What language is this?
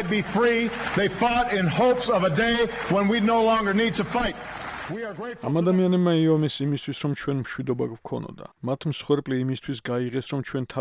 Georgian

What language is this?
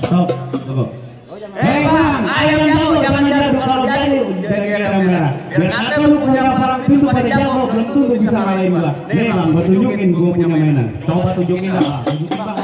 Betawi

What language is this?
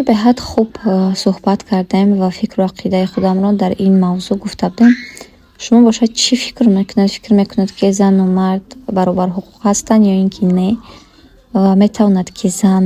Tajik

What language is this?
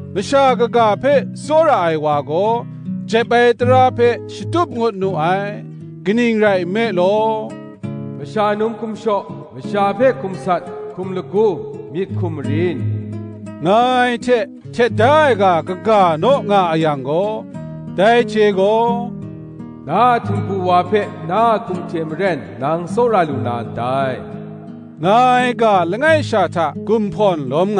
Kachin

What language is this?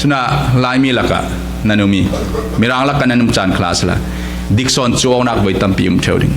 Falam Chin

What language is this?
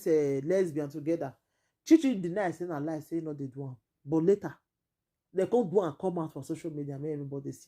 Nigerian Pidgin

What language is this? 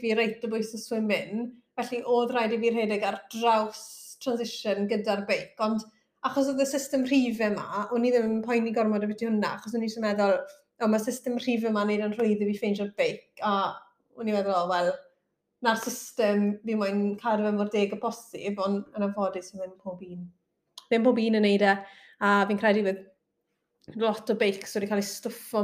Welsh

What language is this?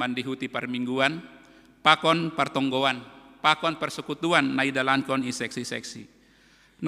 Batak Simalungun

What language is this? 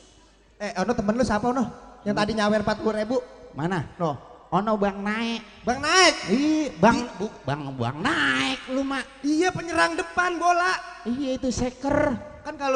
Betawi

